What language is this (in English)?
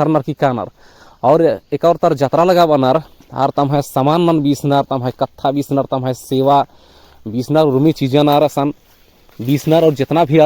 Kurukh